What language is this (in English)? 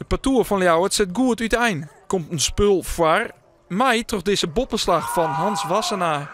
Western Frisian